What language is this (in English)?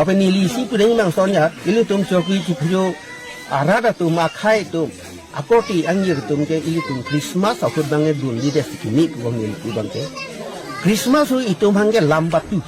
Karbi